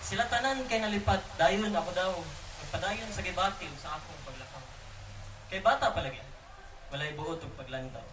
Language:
Cebuano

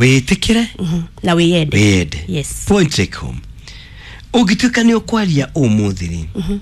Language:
Kikuyu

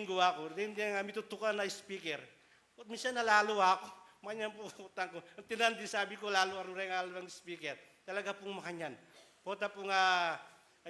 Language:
Pampanga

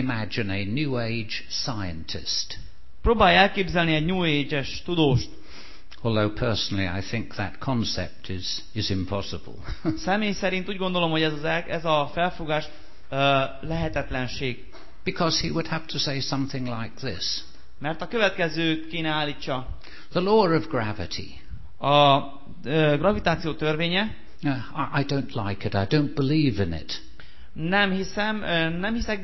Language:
Hungarian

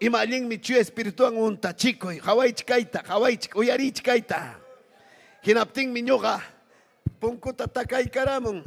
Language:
Ayacucho Quechua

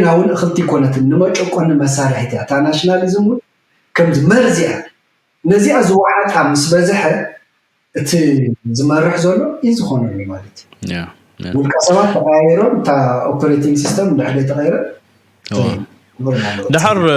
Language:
Tigrinya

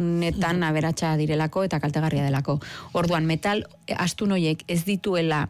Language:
Basque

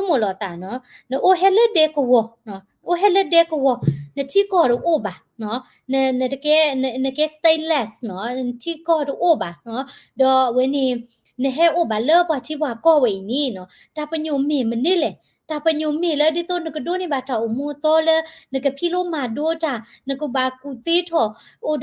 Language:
S'gaw Karen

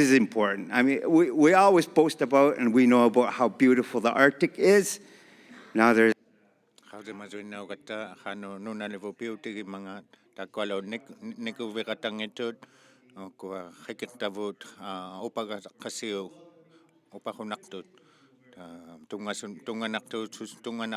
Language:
Inuktitut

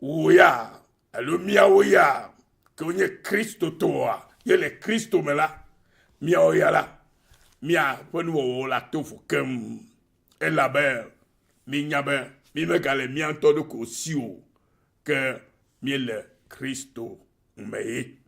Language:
Ewe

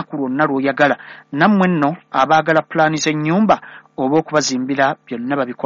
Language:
Ganda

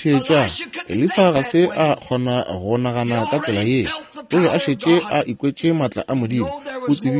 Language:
Northern Sotho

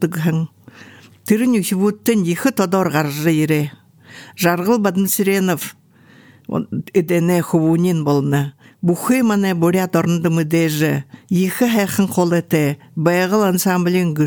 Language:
Buriat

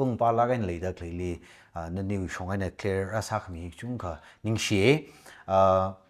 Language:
Tangkhul Naga (India)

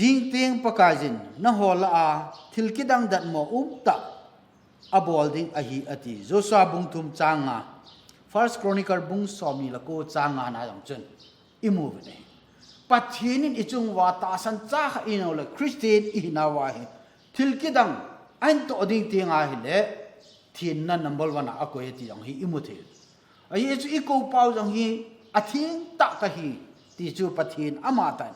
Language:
Thado Chin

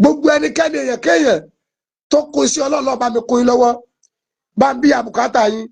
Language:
Yoruba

